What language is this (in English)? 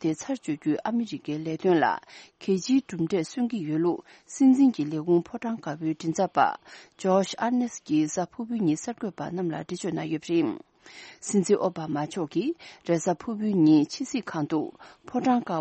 Tibetan